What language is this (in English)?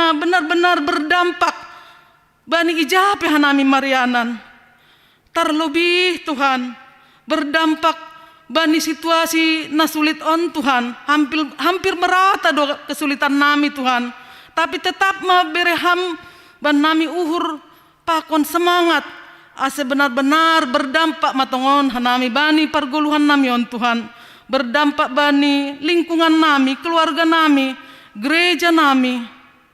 Batak Simalungun